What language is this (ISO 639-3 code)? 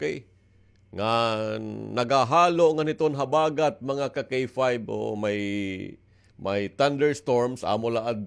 war